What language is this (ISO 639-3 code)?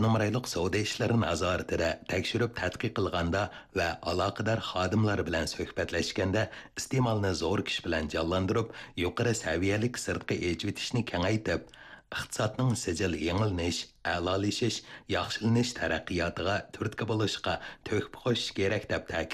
uig